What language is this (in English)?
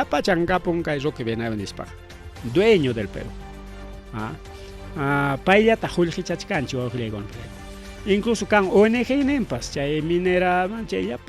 Ayacucho Quechua